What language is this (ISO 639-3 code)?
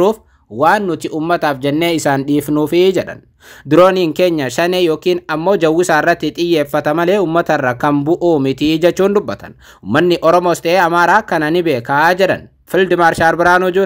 orm